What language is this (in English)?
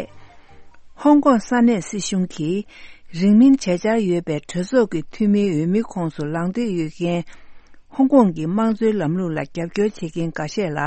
Tibetan